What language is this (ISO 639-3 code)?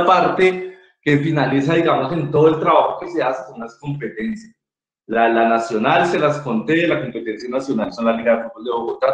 spa